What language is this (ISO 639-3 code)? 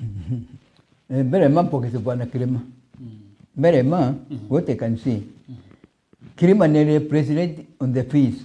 mer